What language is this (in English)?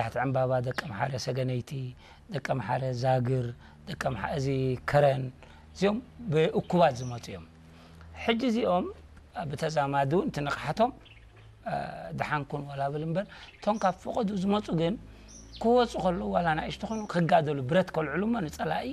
Tigrinya